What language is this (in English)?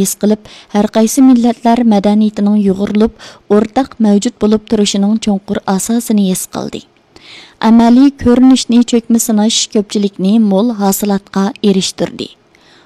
Uyghur